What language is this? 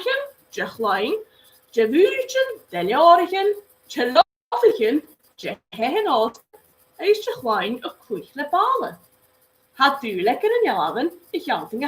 Scottish Gaelic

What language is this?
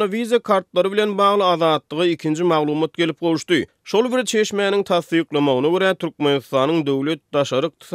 Turkmen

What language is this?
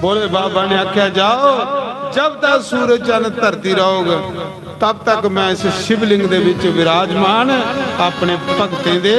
Dogri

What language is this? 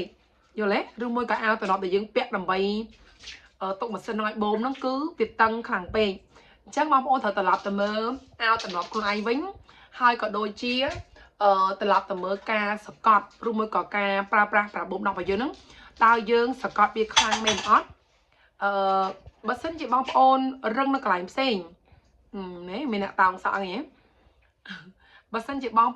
Khmer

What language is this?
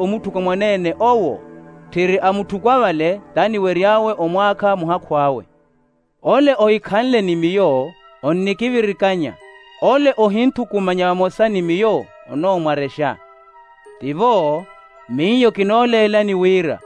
Makhuwa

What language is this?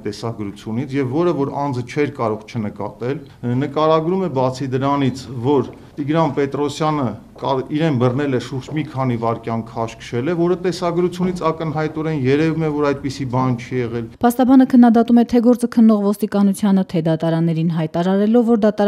Armenian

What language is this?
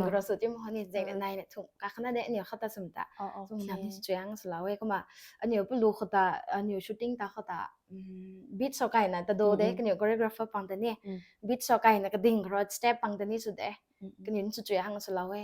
Rongmei Naga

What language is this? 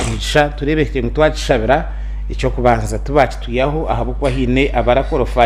Nyankole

